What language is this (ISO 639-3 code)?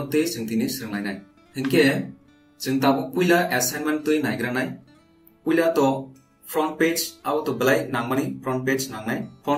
trp